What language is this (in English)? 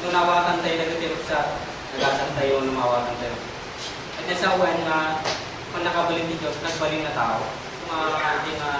Iloko